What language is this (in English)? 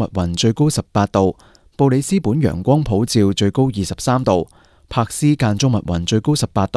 Cantonese